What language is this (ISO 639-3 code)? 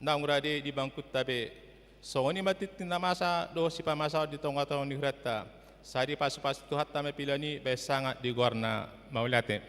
bbc